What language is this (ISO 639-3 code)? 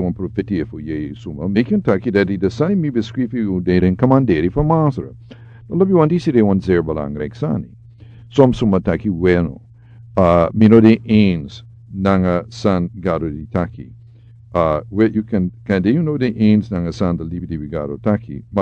srn